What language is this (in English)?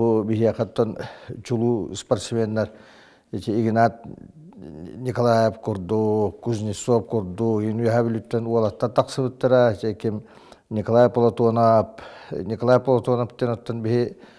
Yakut